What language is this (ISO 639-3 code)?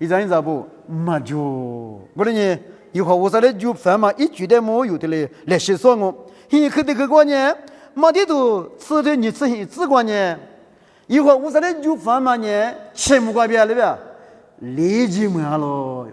lis